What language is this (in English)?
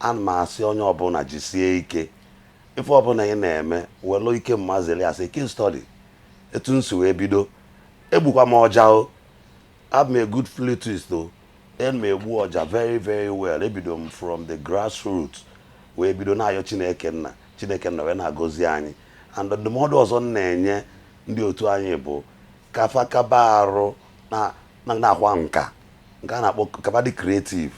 Igbo